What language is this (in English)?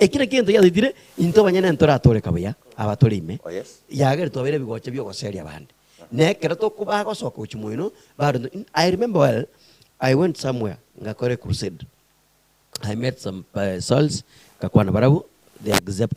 Gusii